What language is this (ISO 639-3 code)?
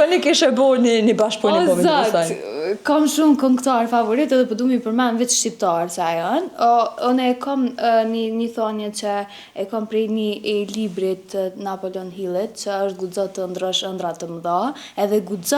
sqi